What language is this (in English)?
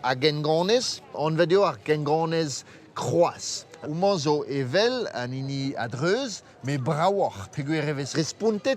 Breton